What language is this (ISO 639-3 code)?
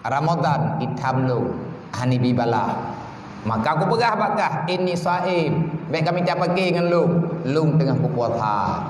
ace